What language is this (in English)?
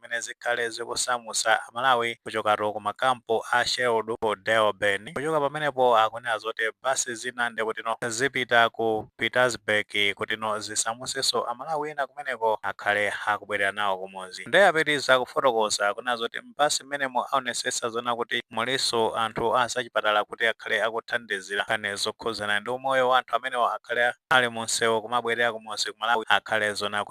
Nyanja